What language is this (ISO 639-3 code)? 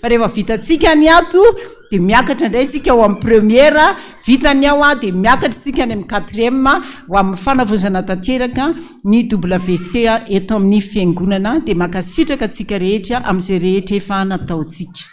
mlg